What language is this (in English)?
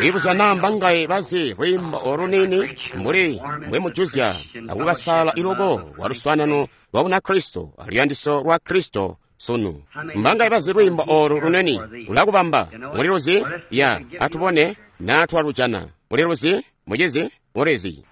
Tonga (Zambia)